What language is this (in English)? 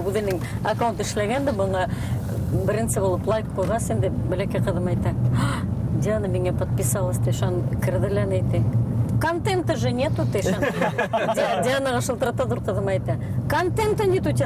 Bashkir